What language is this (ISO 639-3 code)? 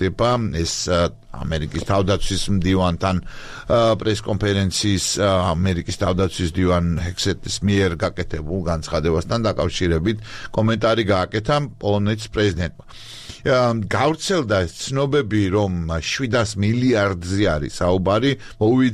kat